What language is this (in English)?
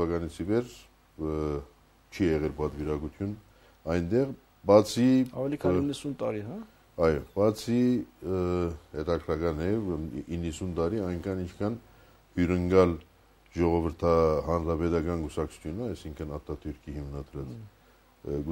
Armenian